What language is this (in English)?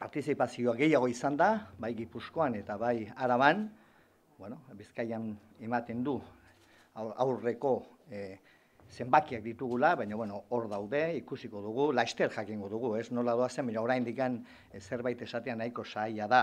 Basque